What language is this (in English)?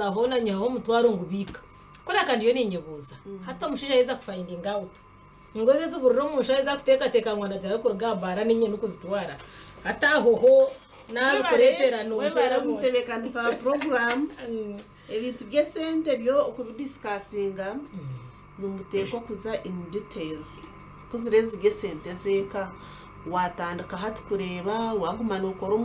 Nyankole